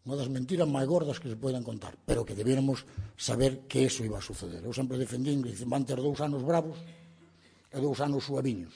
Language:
Galician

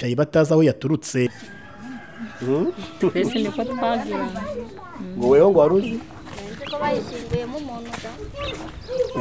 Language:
Kinyarwanda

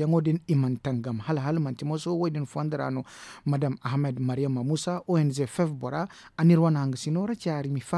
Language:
Zarma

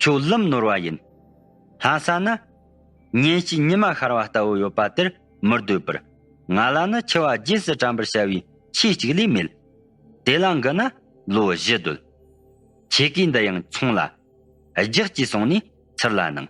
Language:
Tibetan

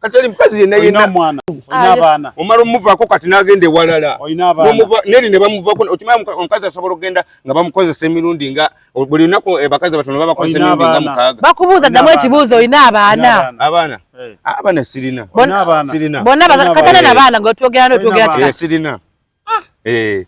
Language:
Ganda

